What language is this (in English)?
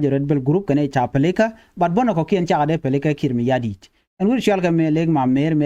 Nuer